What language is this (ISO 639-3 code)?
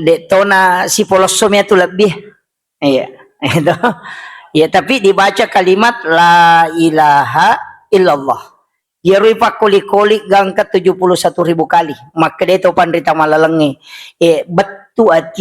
bug